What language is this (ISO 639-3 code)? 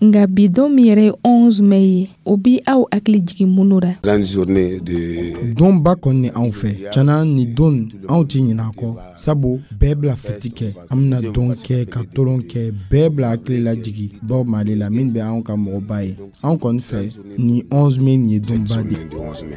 dyu